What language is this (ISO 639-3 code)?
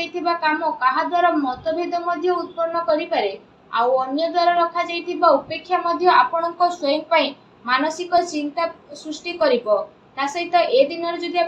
ori